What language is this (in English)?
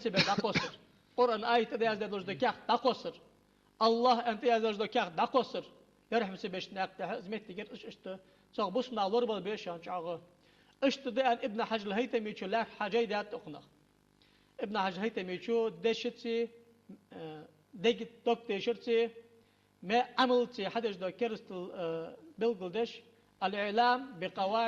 Ingush